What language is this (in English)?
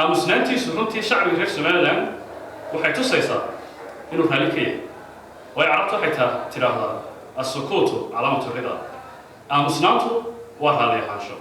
Somali